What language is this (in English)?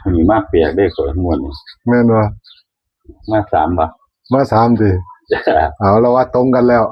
Northeastern Thai